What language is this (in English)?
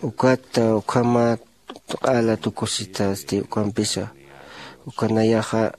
Aymara